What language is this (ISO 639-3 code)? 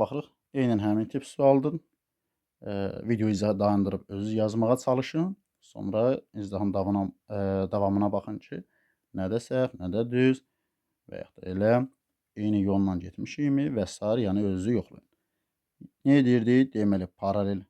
aze